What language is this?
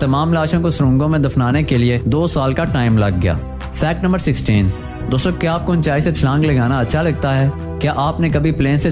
Hindi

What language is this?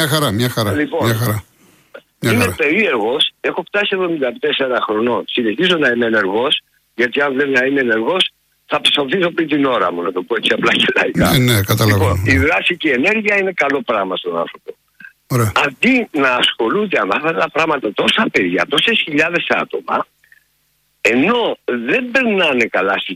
Greek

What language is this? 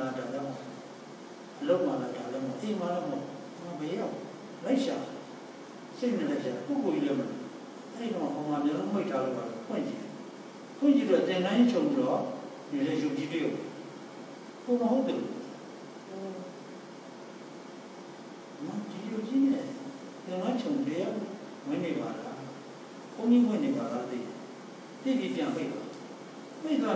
Burmese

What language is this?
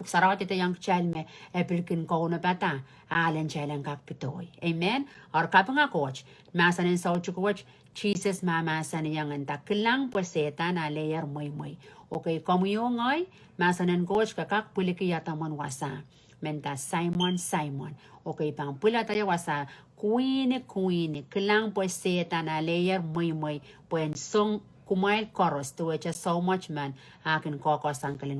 Pohnpeian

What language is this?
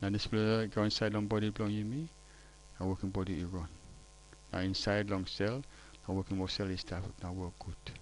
Tok Pisin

